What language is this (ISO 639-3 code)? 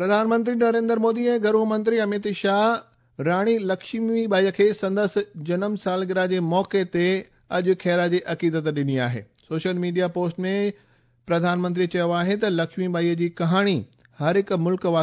snd